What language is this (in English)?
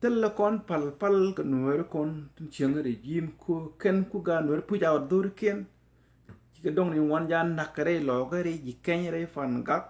Nuer